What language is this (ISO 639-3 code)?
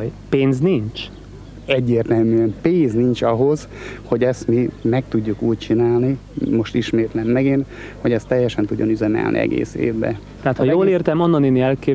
hun